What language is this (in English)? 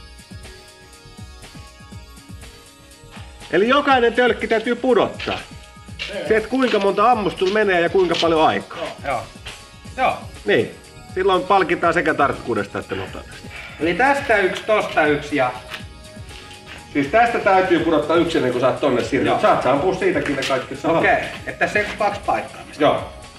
Finnish